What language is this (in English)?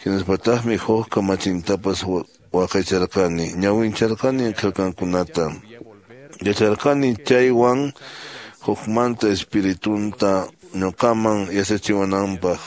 Quechua